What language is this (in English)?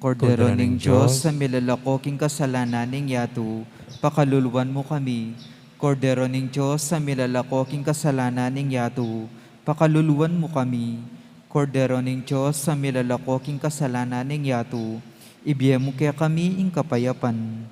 Pampanga